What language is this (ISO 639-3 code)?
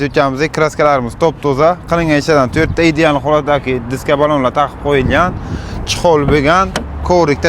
uzb